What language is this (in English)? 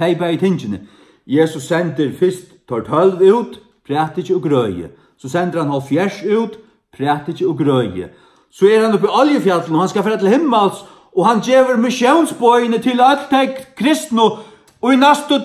Faroese